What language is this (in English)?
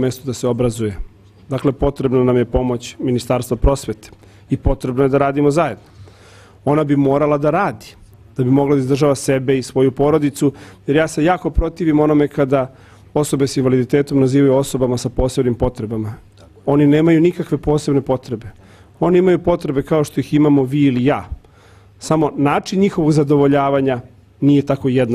Serbian